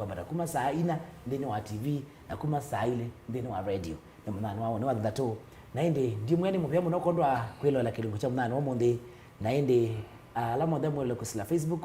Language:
Kamba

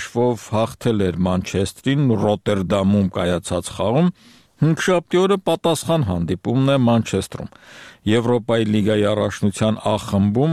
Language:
Armenian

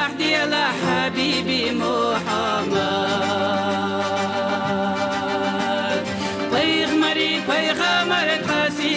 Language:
Chechen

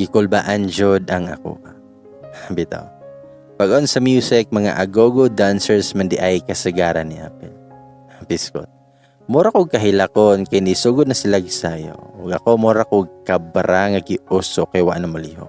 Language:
Cebuano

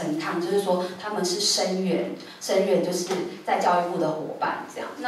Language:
Chinese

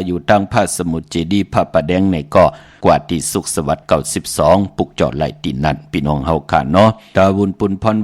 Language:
Shan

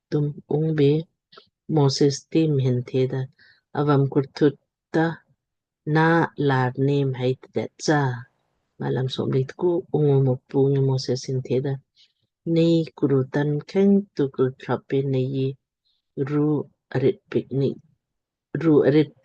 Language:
Lamkang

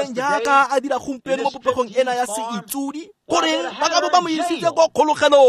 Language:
Tswana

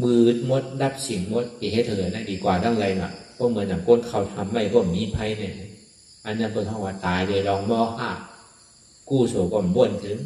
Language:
Shan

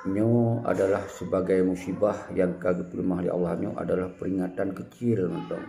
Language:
Achinese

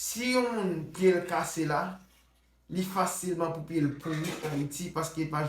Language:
Haitian Creole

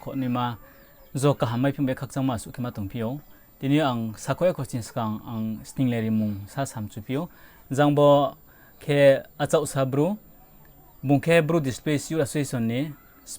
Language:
Riang (India)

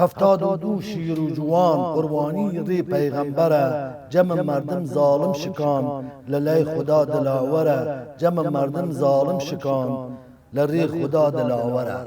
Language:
Southern Kurdish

